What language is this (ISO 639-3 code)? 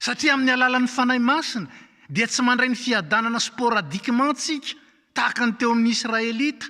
mlg